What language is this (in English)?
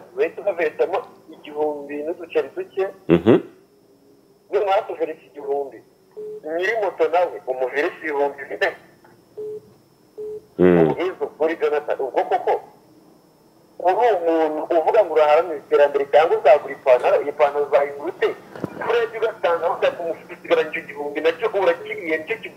Kinyarwanda